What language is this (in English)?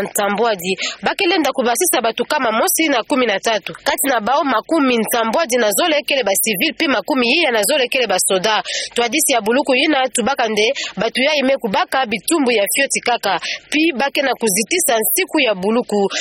Kituba (Democratic Republic of Congo)